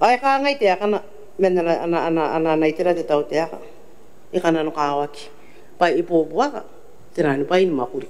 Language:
Gilbertese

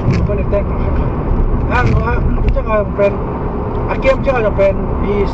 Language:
Tedim Chin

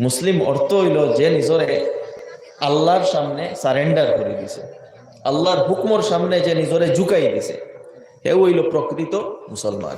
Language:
Sylheti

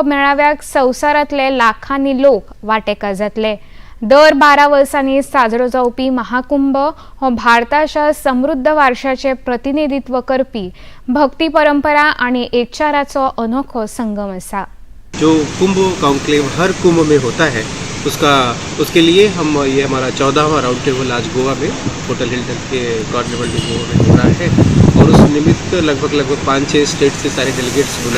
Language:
Konkani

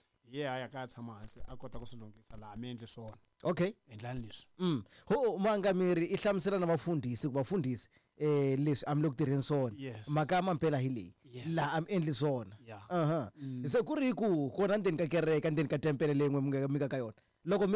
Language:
Tsonga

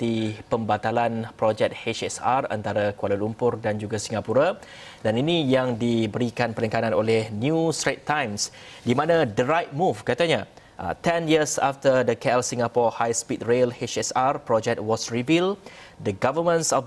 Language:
Malay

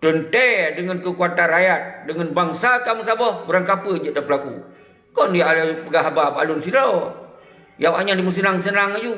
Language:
Achinese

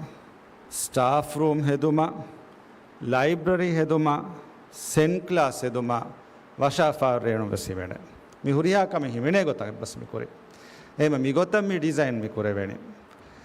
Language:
Divehi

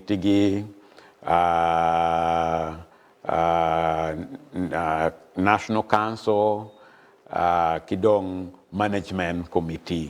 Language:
Acoli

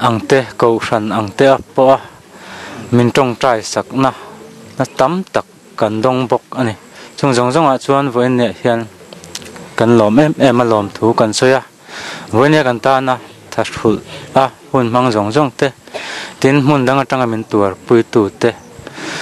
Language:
Mizo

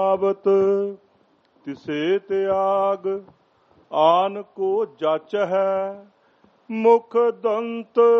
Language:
Punjabi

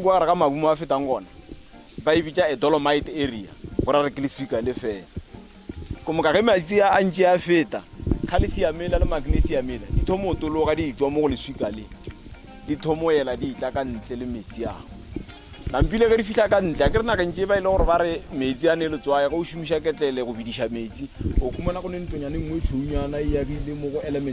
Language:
Northern Sotho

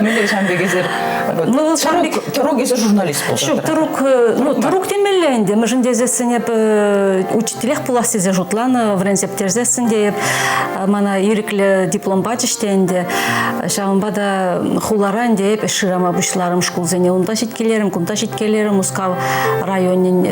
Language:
Chuvash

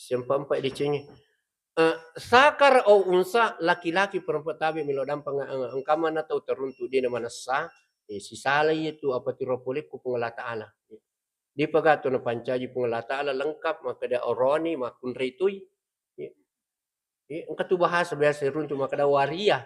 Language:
Buginese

